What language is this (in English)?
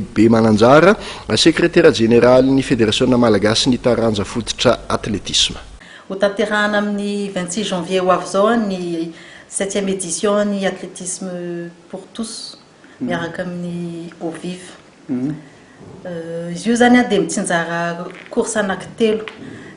Malagasy